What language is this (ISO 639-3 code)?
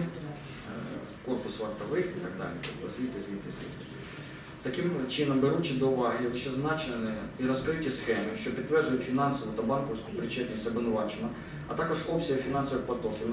ukr